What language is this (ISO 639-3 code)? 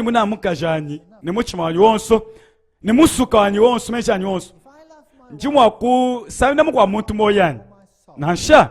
lua